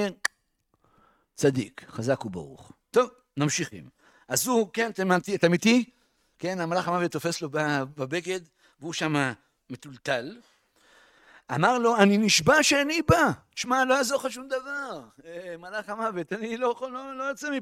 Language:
Hebrew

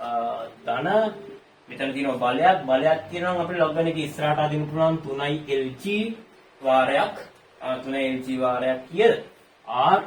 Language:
Sinhala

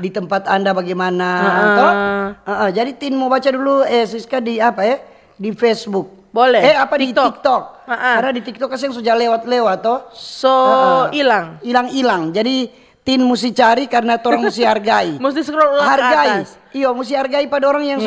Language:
Manado Malay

